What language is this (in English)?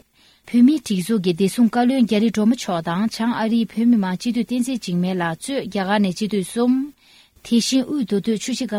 Tibetan